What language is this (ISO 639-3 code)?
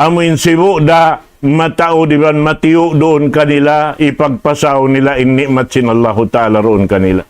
tsg